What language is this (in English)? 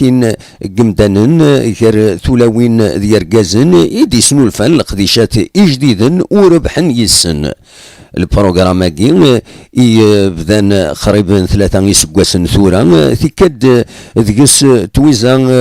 Kabyle